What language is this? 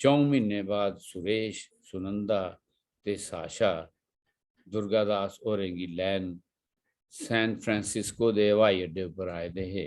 Dogri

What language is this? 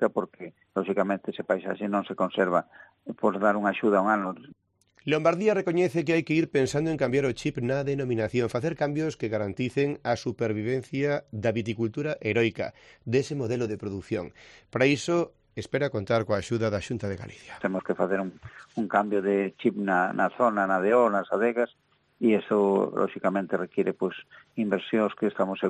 Galician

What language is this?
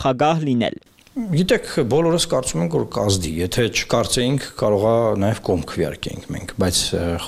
Armenian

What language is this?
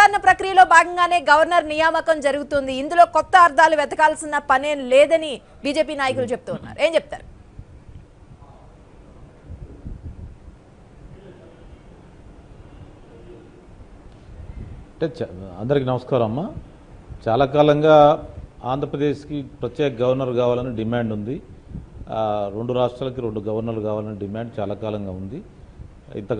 Telugu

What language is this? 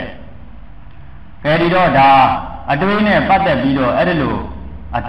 Burmese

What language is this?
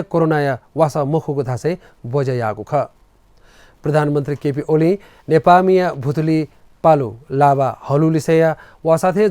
Newari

